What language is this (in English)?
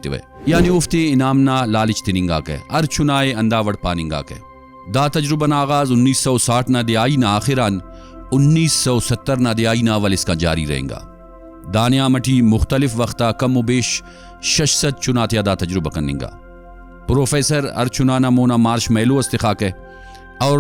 Brahui